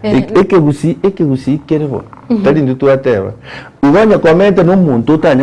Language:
Gusii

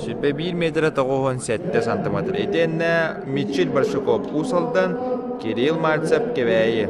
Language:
Yakut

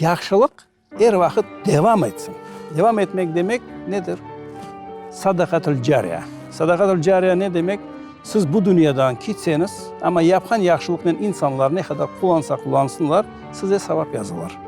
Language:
Crimean Tatar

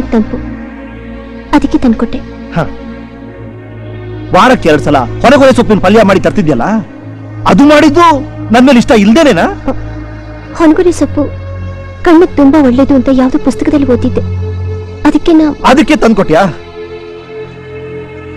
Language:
Kannada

